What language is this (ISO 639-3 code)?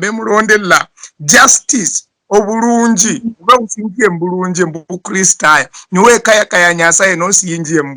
luy